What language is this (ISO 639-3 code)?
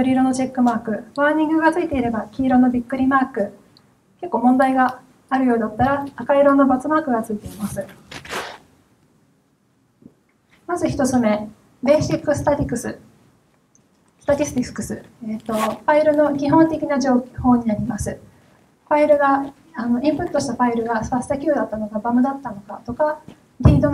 jpn